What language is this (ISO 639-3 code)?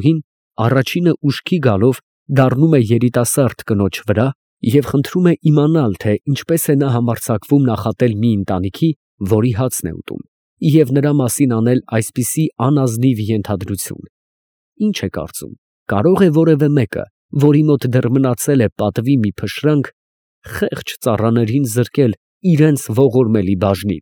hye